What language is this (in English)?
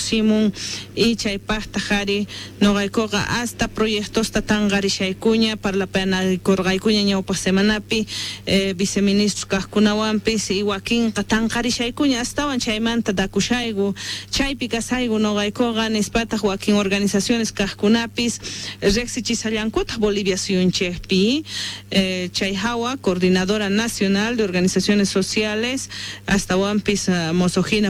South Bolivian Quechua